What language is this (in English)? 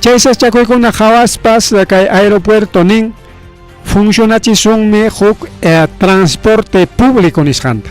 Ayacucho Quechua